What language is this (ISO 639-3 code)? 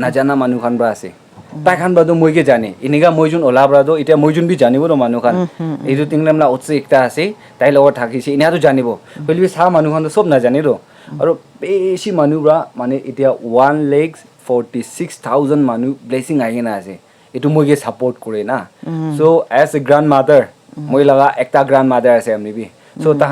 nag